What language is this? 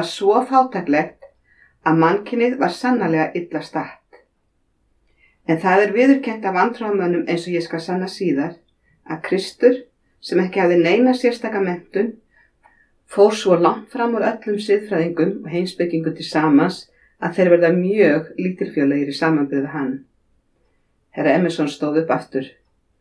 Icelandic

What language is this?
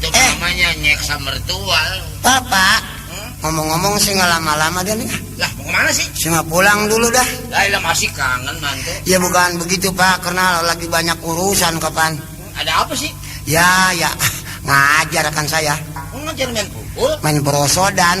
Betawi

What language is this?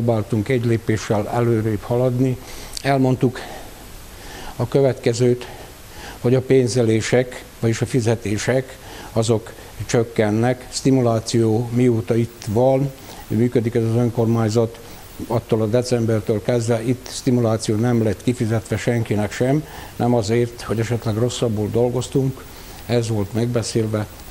Hungarian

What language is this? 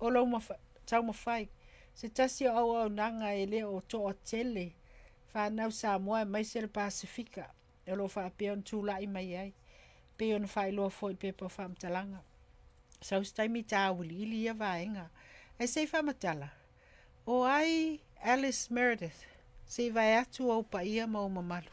Samoan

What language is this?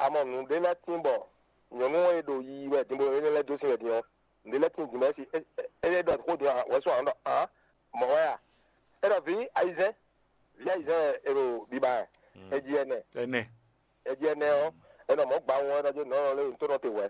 Fon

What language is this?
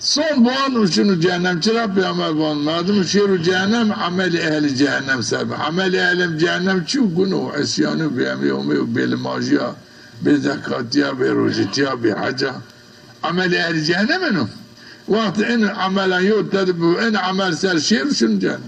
Zaza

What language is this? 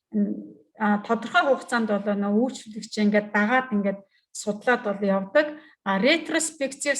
Mongolian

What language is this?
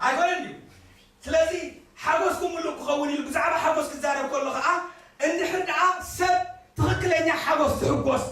Tigrinya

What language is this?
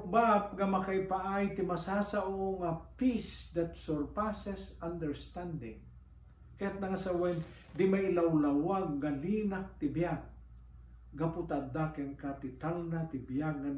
Iloko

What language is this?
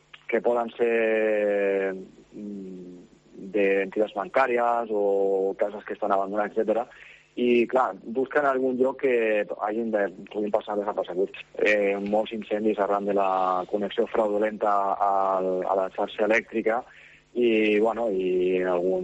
Catalan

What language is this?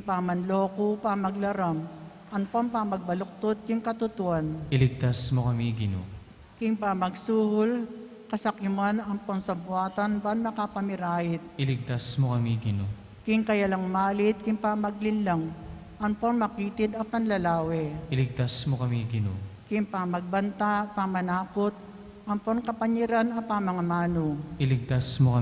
Pampanga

